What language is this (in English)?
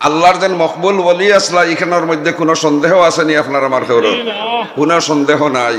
Sylheti